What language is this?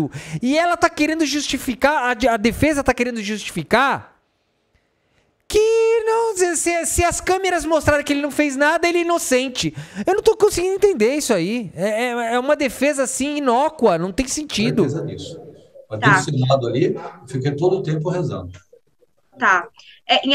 Portuguese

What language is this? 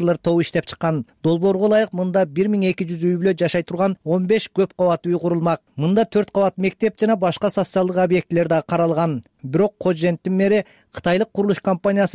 Kyrgyz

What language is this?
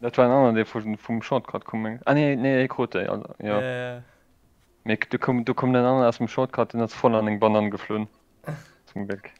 Luxembourgish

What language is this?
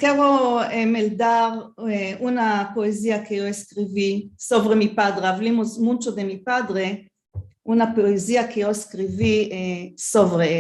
Ladino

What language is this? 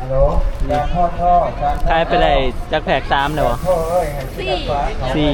Northeastern Thai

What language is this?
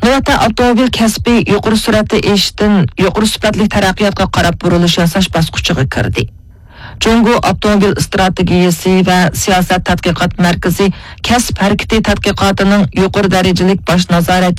Uyghur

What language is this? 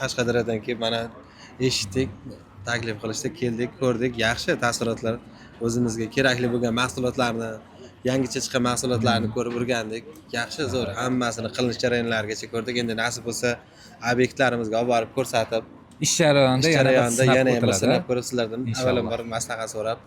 Uzbek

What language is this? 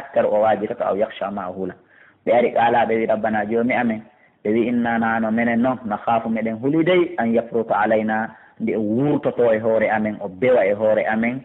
Fula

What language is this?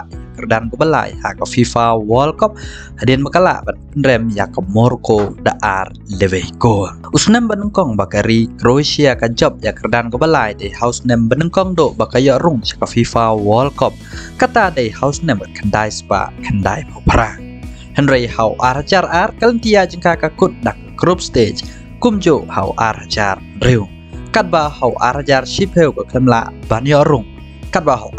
Khasi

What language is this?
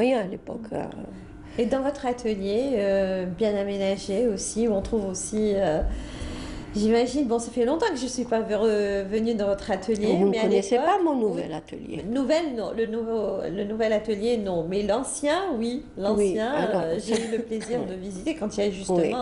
French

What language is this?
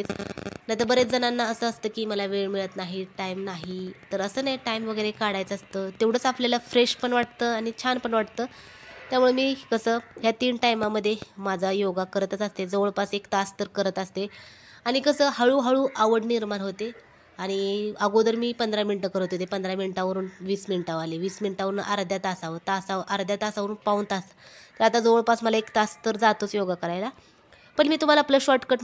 Marathi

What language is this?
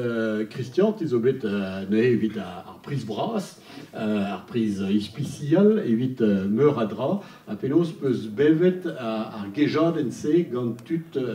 Breton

